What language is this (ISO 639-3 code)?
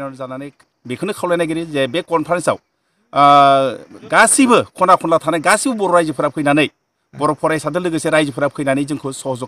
brx